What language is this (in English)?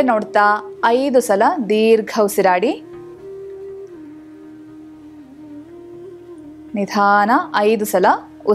Kannada